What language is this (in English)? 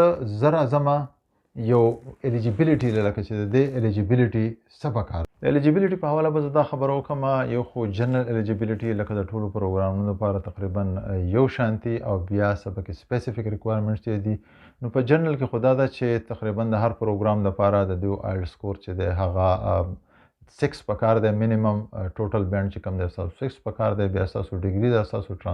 Pashto